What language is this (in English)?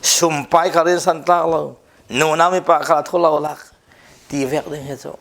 Falam Chin